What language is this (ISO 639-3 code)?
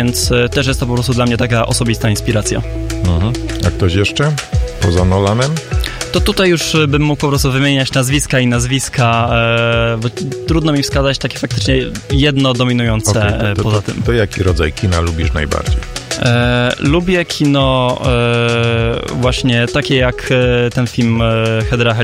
pol